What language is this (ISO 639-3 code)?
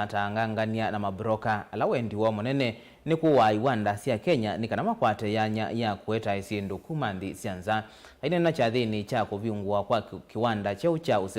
kam